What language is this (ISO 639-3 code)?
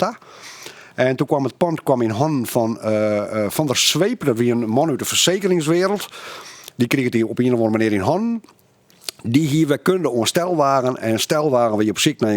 fry